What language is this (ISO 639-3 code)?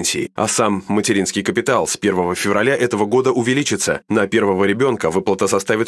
rus